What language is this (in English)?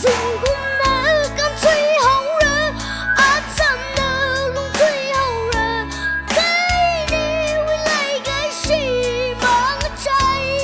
Tangkhul Naga (India)